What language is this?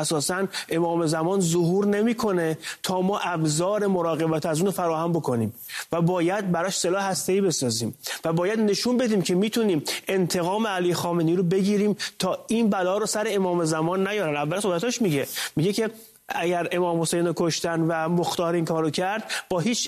Persian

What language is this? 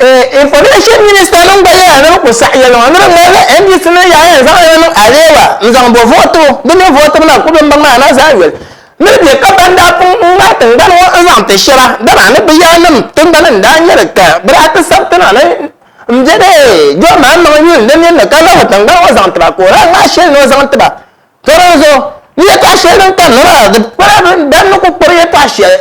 Dagbani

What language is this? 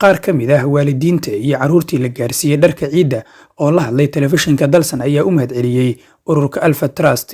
Somali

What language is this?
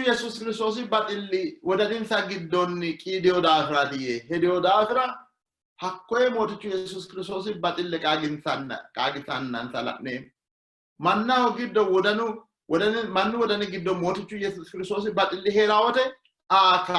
Sidamo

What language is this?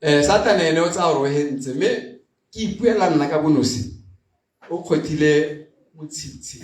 Tswana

